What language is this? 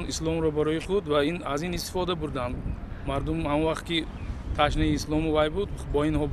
Tajik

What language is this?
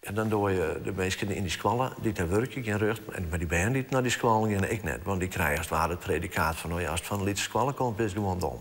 Western Frisian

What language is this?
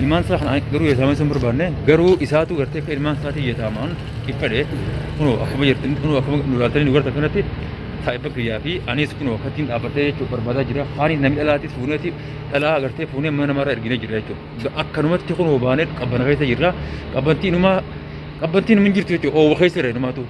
Oromo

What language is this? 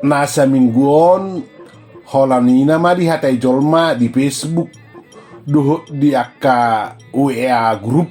Batak Toba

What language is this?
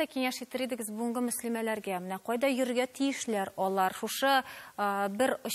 Tatar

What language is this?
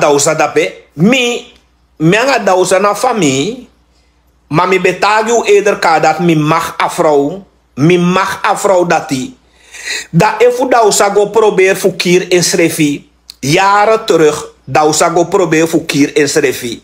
Sranan Tongo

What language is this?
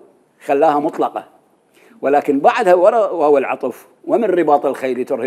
Mesopotamian Arabic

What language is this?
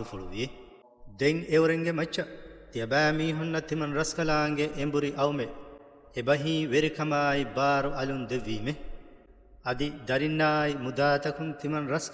Divehi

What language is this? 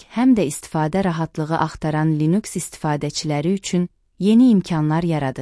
Azerbaijani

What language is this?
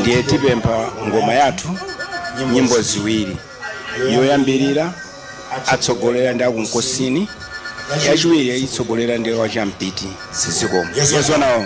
Nyanja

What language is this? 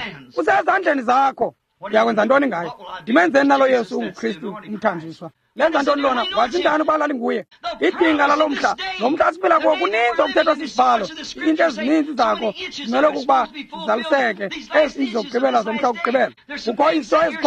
Xhosa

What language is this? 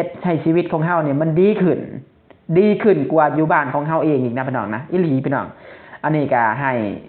Lao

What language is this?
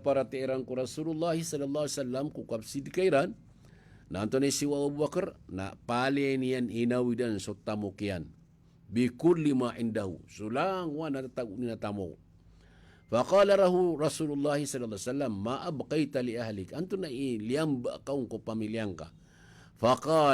Maranao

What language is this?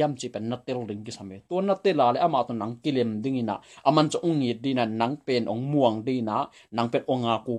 Tedim Chin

